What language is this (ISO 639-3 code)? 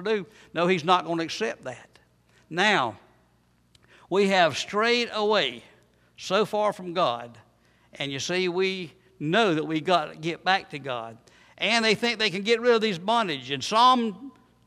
eng